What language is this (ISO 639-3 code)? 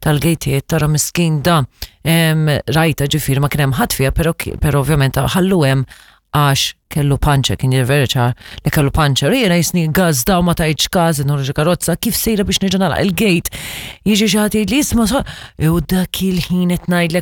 mlt